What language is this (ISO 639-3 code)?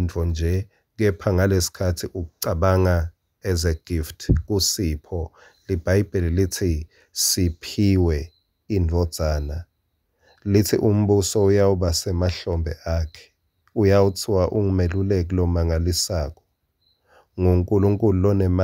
ssw